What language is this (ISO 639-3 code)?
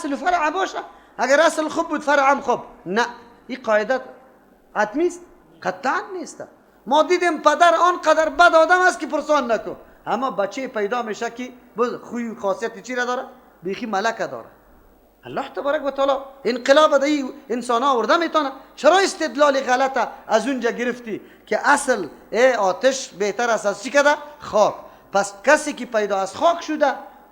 fas